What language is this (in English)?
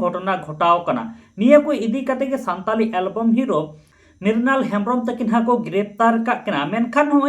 Santali